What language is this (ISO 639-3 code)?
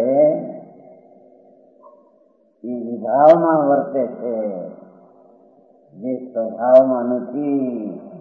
guj